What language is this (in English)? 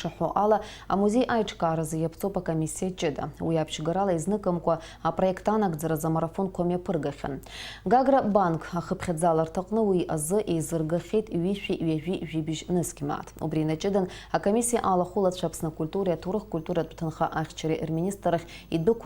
Abkhazian